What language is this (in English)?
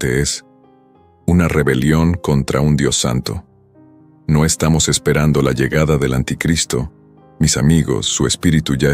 Spanish